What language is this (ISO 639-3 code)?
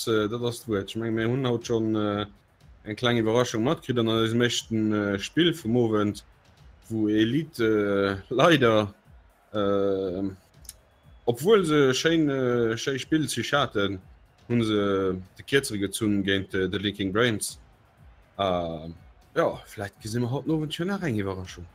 ltz